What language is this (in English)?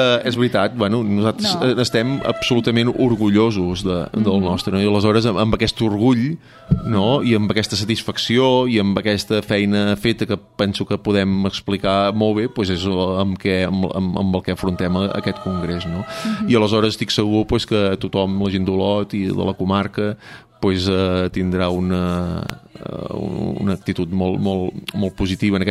Catalan